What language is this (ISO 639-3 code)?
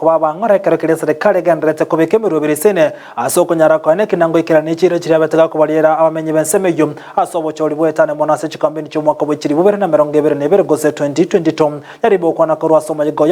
guz